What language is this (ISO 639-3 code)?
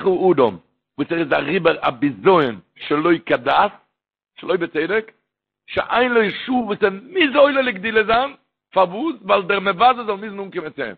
yid